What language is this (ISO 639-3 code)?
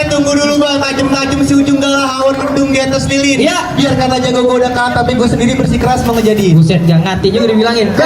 bew